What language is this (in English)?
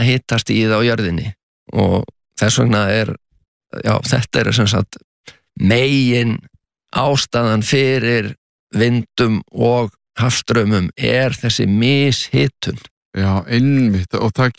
Icelandic